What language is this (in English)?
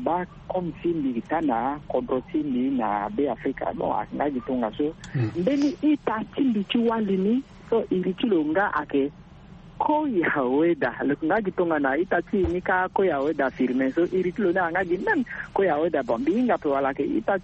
Sango